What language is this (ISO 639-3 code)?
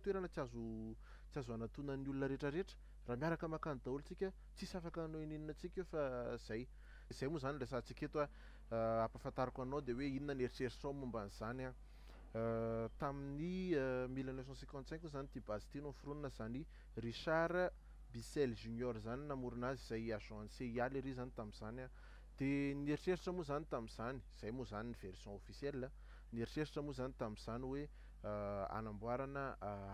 mlg